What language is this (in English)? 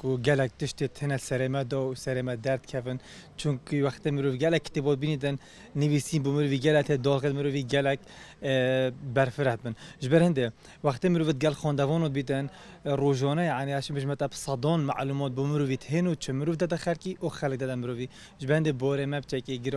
Kurdish